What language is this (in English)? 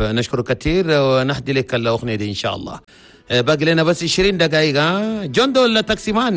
Chadian Arabic